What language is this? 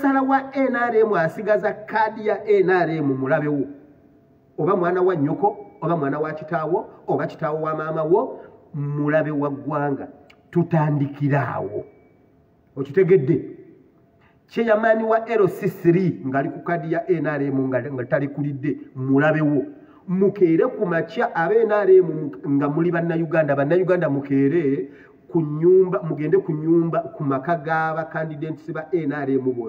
Ganda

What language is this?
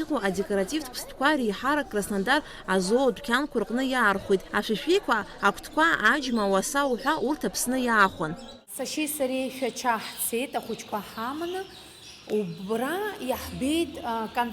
Abkhazian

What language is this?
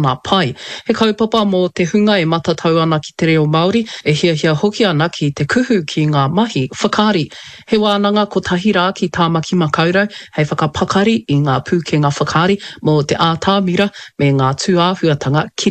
Māori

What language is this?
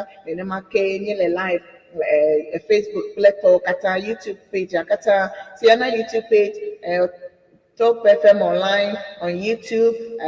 Ewe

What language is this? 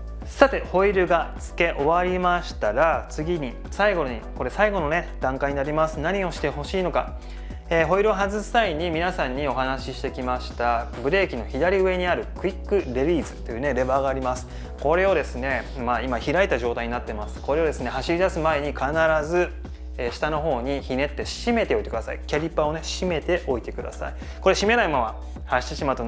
Japanese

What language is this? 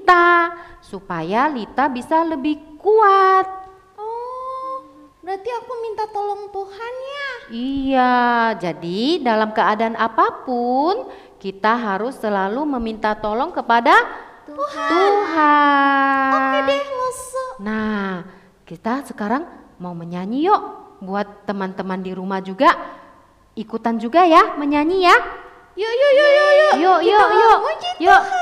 Indonesian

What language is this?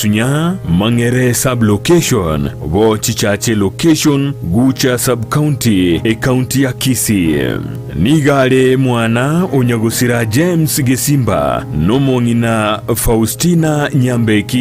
Gusii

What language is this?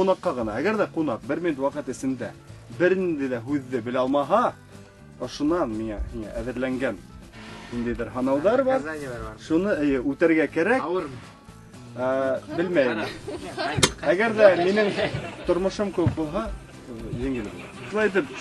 Bashkir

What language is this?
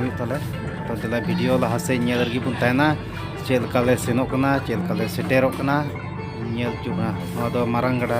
Santali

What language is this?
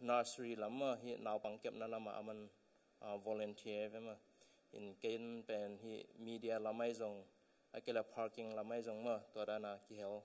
Tedim Chin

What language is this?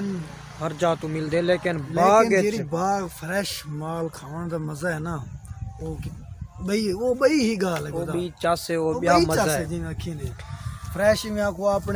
Saraiki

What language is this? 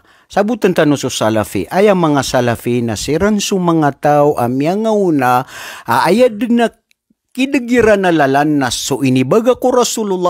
Maranao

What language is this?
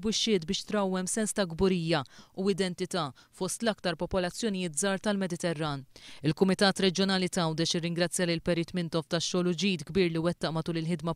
Maltese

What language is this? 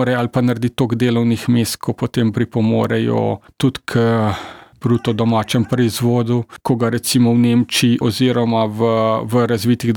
Slovenian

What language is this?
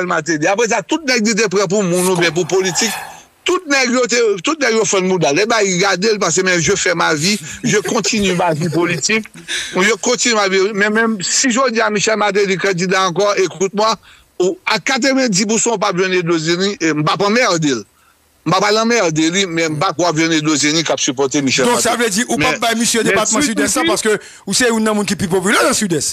Haitian Creole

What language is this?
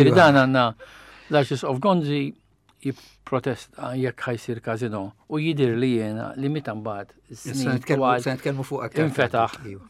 Maltese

